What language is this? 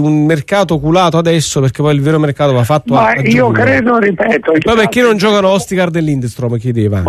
Italian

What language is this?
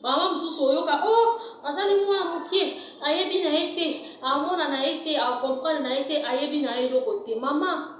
Lingala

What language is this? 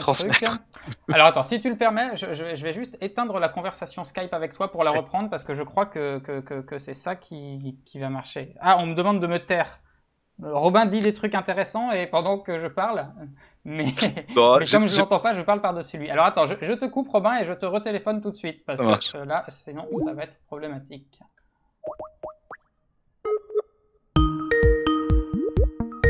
French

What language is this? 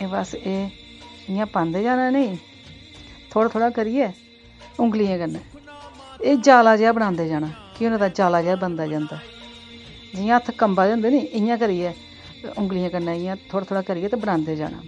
Dogri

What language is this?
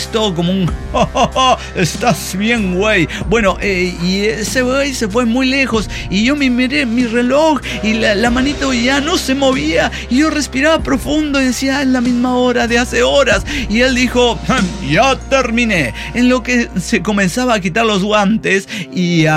Spanish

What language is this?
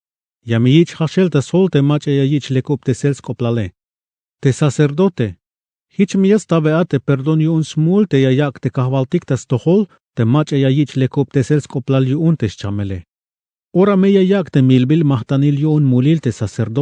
Tzeltal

